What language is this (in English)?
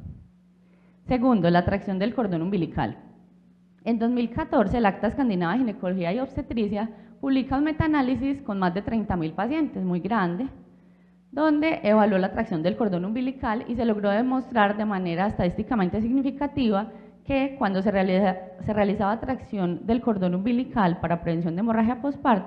Spanish